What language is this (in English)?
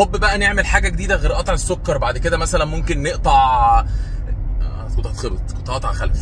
Egyptian Arabic